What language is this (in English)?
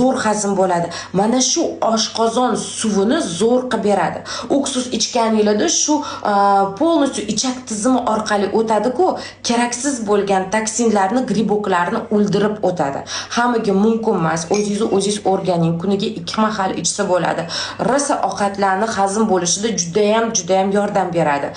Uzbek